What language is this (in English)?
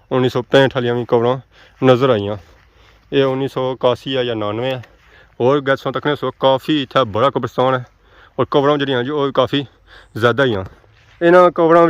Pahari-Potwari